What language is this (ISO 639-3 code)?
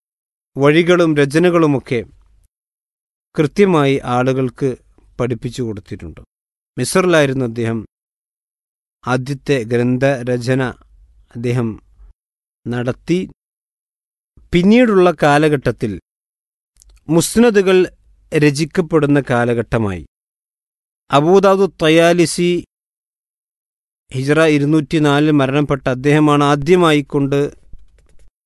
mal